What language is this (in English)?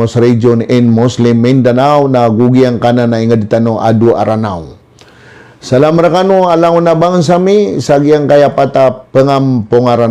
Maranao